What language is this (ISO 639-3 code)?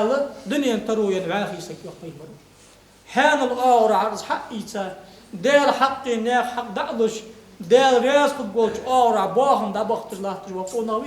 inh